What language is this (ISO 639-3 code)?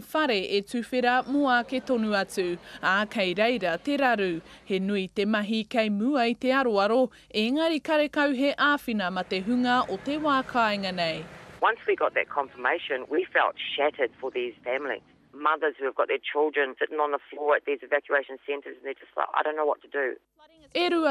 mri